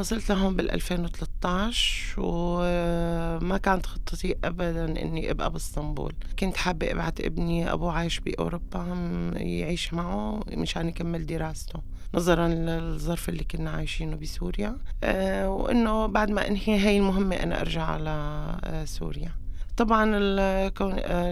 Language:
North Levantine Arabic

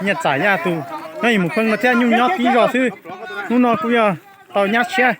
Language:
Hmong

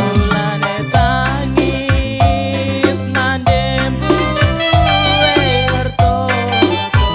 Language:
Batak Karo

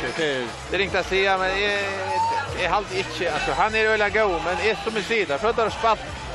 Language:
Faroese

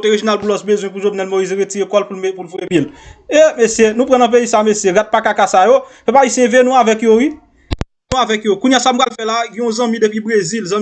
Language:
Haitian Creole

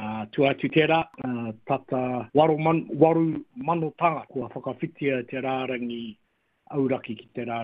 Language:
Māori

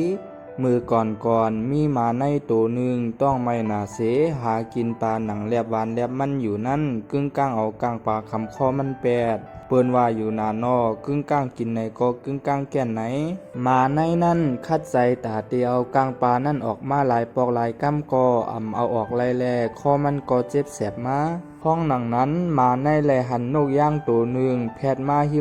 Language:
Shan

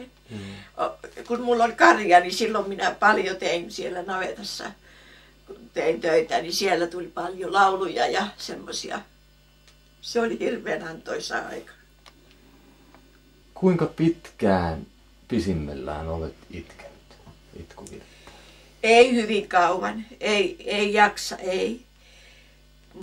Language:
Finnish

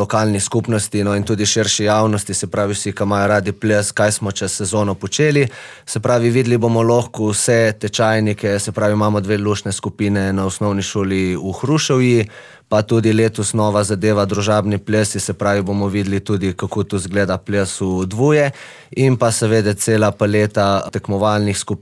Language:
Slovenian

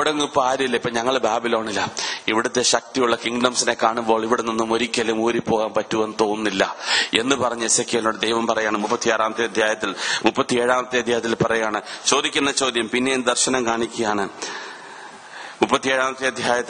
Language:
Malayalam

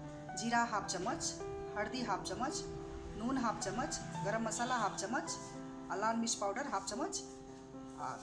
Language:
Maithili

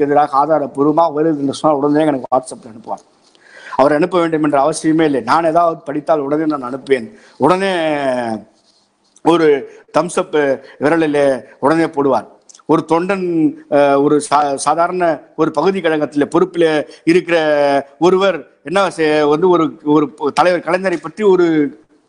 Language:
Tamil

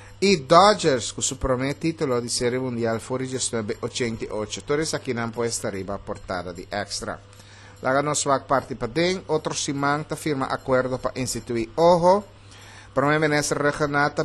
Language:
Papiamento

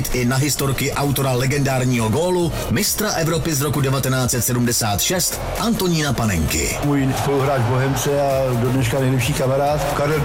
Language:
Czech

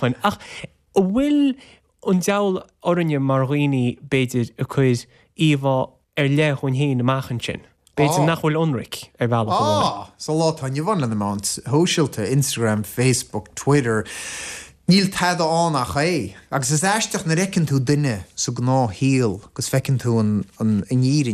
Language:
Irish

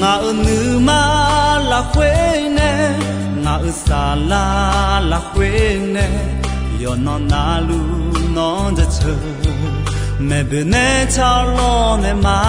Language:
Akha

